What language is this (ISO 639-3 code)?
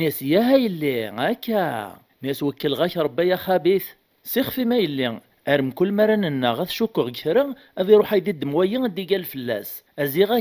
kab